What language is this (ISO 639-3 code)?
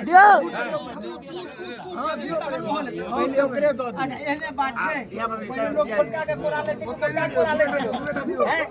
mai